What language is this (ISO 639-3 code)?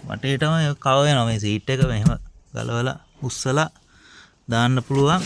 sin